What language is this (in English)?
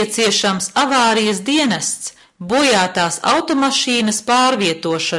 Latvian